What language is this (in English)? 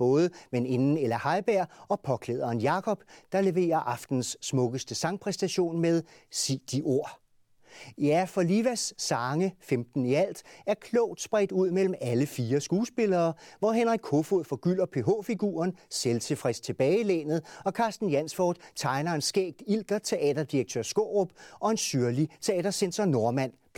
Danish